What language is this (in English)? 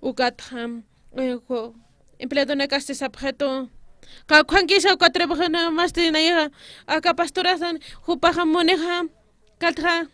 Aymara